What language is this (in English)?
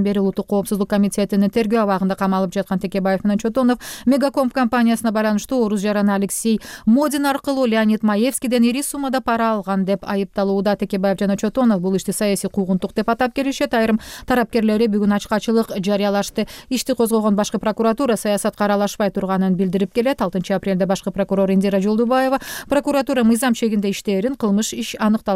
Kyrgyz